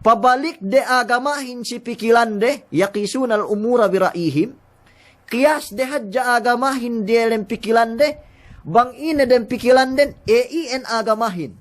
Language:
Yakan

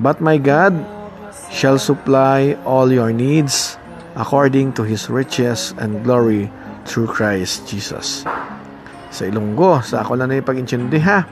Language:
Hiligaynon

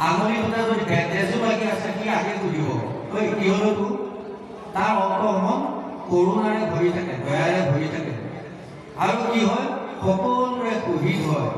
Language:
Assamese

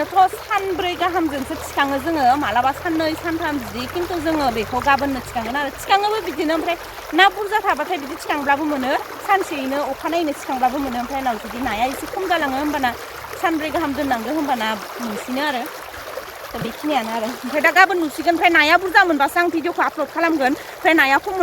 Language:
Bodo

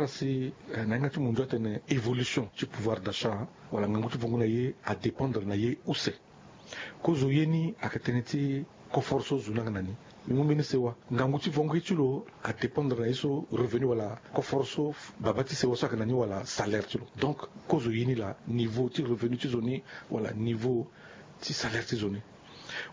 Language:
Sango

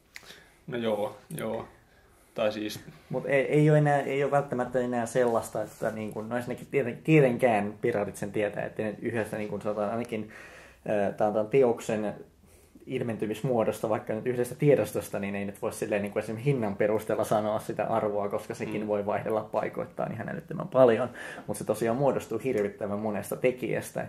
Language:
Finnish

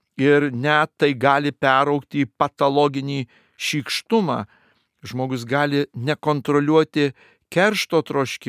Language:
Lithuanian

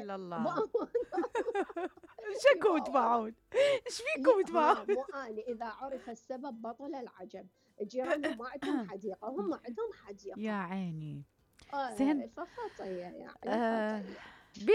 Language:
Mesopotamian Arabic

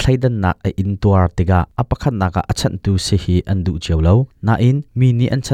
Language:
Hakha Chin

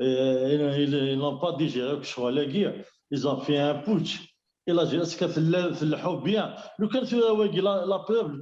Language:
Kabyle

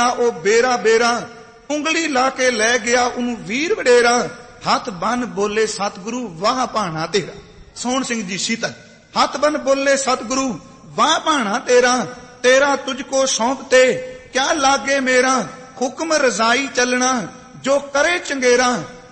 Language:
Punjabi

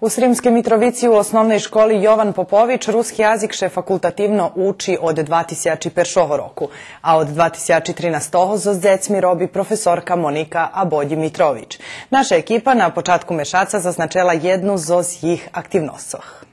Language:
Rusyn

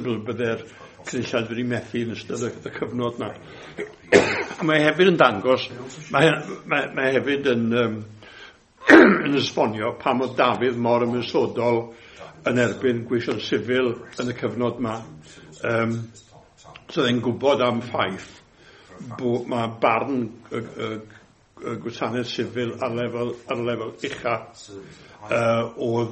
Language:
Welsh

